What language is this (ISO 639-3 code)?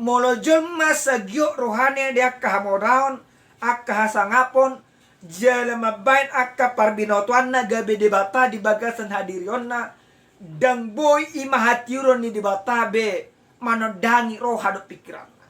bbc